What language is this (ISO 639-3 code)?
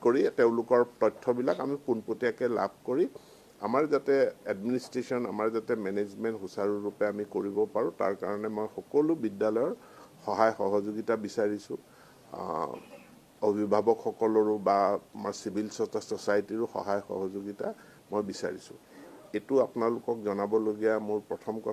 asm